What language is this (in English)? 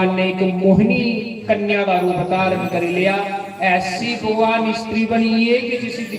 Dogri